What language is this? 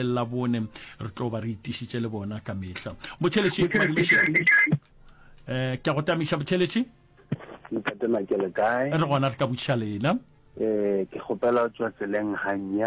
Northern Sotho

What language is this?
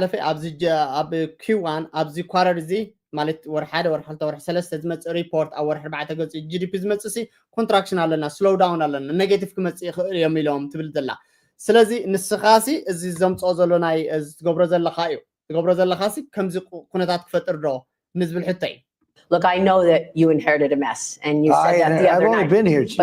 Tigrinya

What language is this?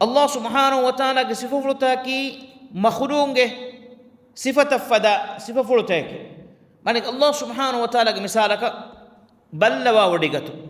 Divehi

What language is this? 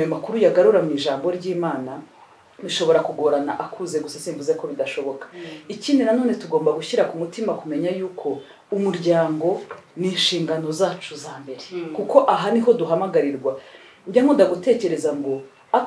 Kinyarwanda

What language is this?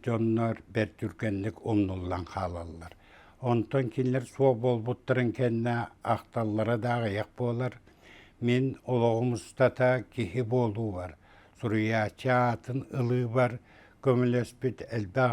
Yakut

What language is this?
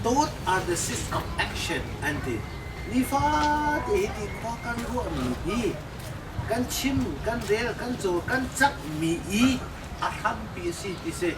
Hakha Chin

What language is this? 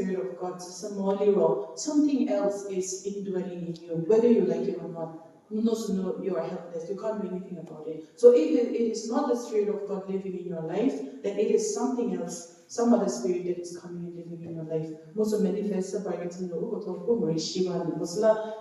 Angami Naga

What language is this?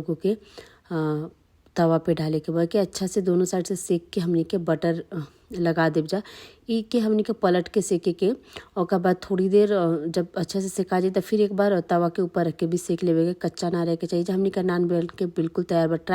Bhojpuri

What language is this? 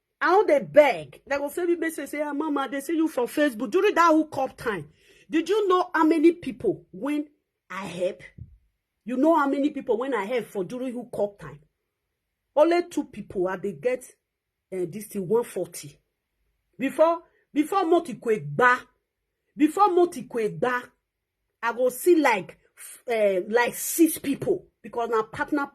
Nigerian Pidgin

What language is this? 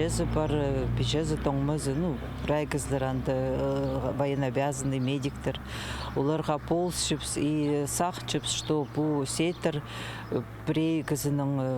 Khakas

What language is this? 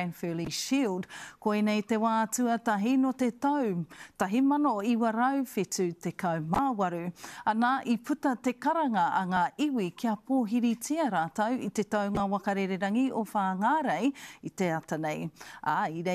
Māori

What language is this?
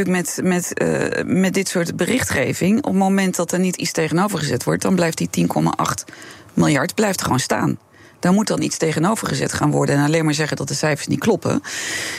Dutch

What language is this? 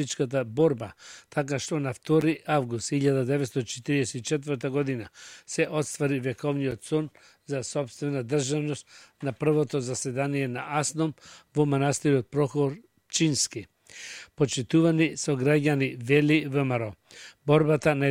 Macedonian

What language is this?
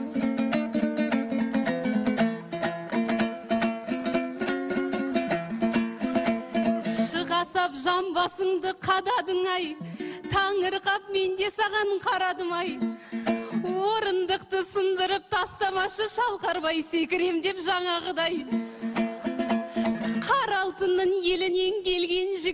Kazakh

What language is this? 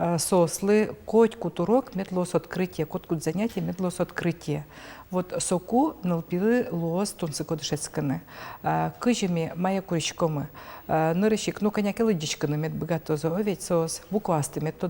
Udmurt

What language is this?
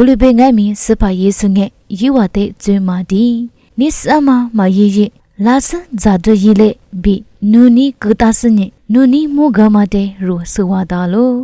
Lisu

